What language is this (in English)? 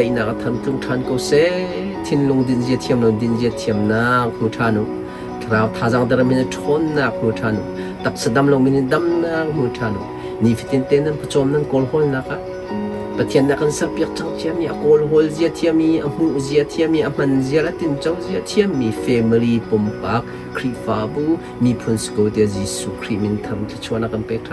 Hakha Chin